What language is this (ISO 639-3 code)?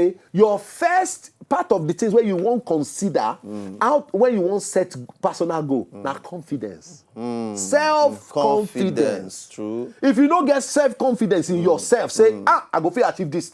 pcm